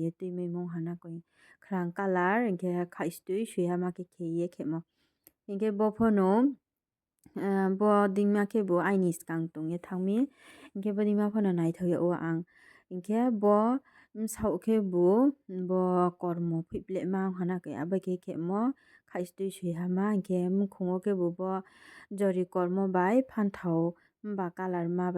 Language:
Riang (India)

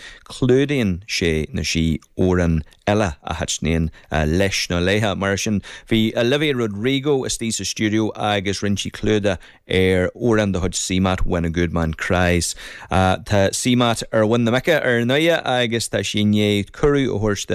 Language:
Irish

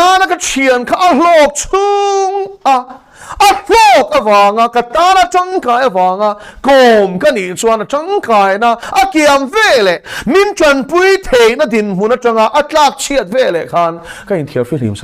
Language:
Mizo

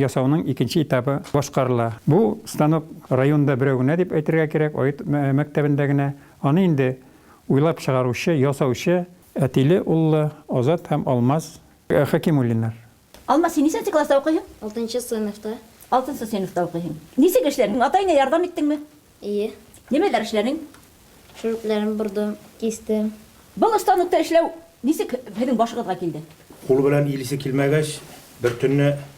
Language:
Bashkir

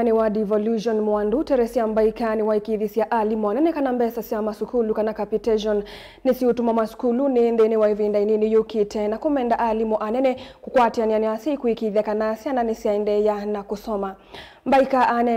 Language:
Kamba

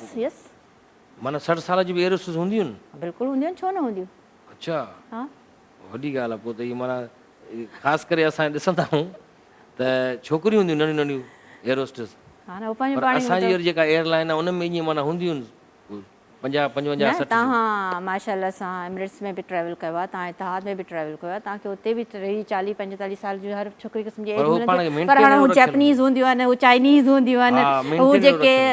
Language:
Sindhi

